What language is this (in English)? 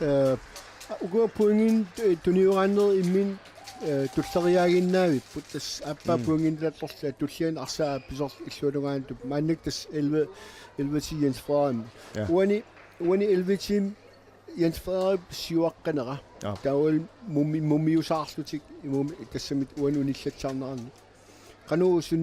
Kalaallisut